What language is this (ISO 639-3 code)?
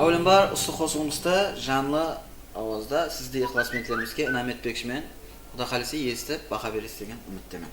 kaa